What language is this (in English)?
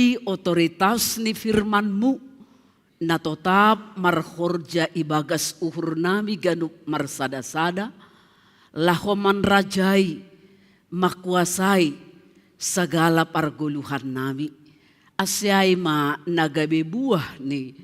Batak Simalungun